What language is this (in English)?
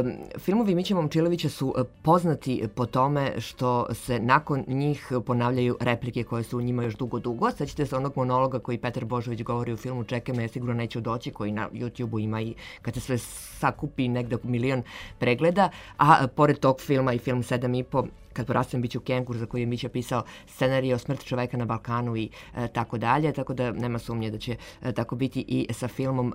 Serbian